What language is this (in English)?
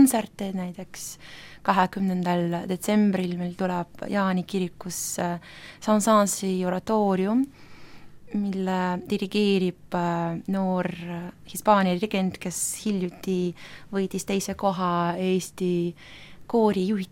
Estonian